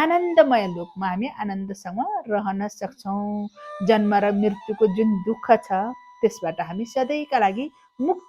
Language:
Nepali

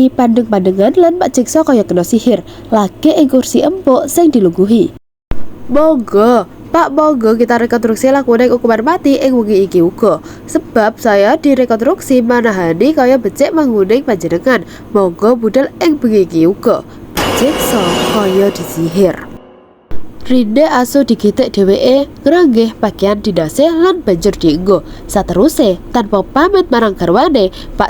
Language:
Javanese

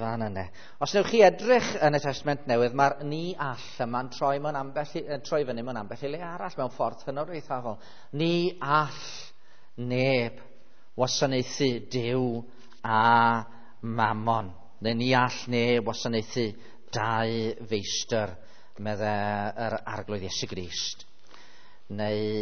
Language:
Welsh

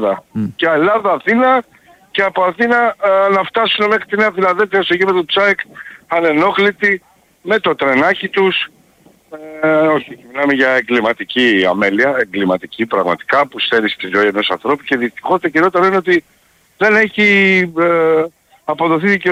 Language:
Greek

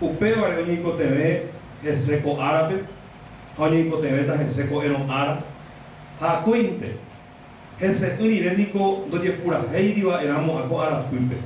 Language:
Guarani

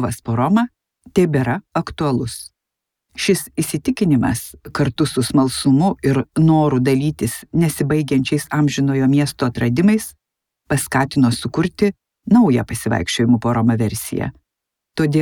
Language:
Lithuanian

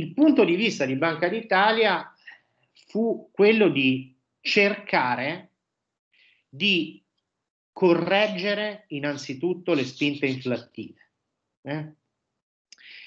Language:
Italian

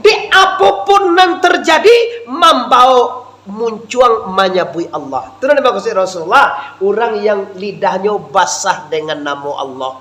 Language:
Minangkabau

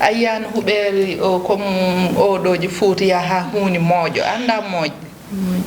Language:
Fula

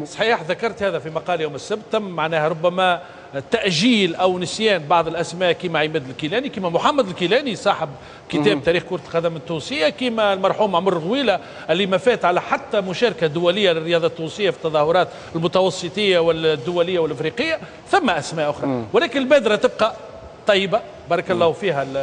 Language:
Tunisian Arabic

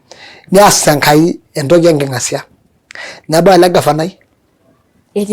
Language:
Masai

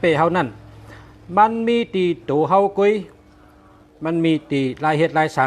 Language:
Shan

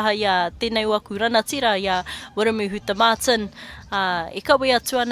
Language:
Māori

